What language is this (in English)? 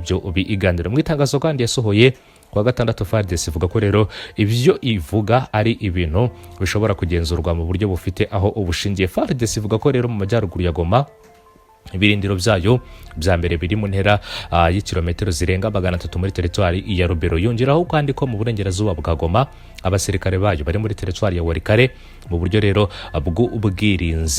Kinyarwanda